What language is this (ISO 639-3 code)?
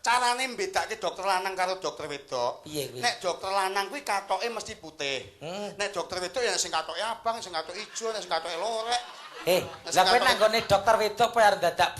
jav